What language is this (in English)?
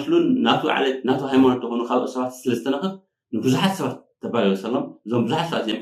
Tigrinya